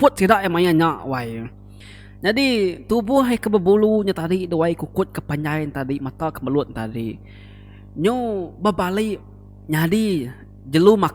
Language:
Iban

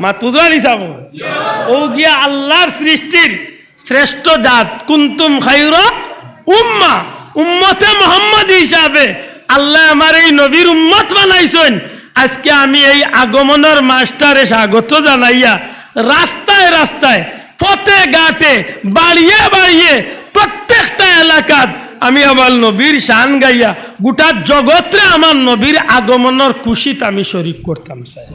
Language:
Sylheti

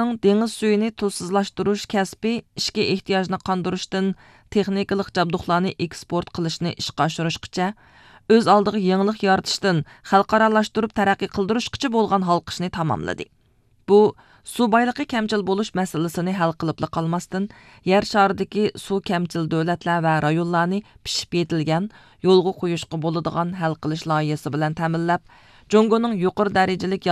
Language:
Uyghur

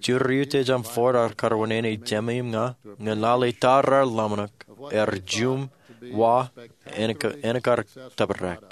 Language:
Marshallese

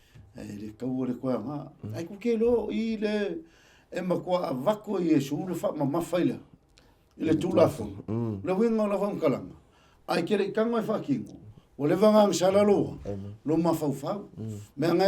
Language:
Samoan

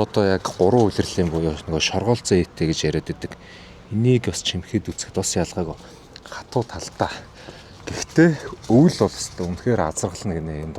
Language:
Mongolian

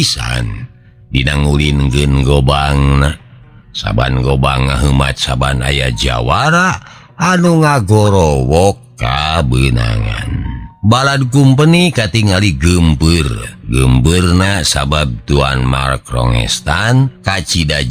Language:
Sundanese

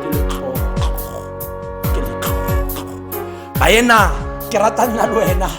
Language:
Tswana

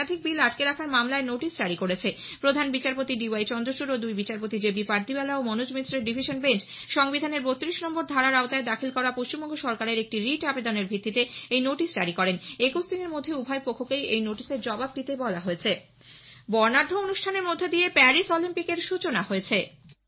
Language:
Bangla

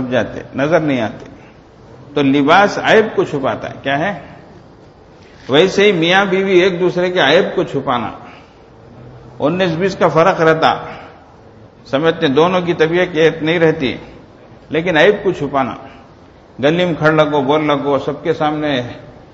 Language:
Urdu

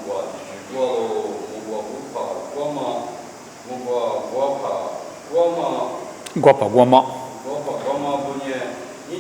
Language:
Lisu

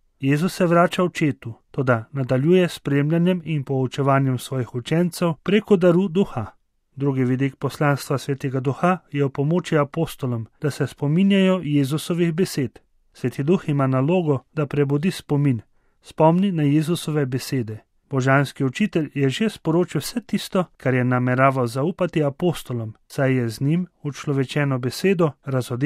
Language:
Slovenian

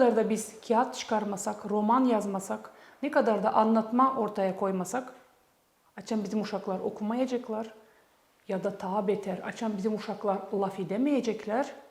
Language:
Gagauz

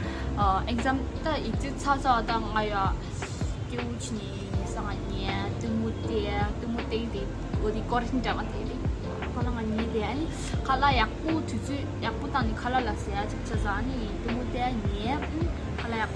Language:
Tibetan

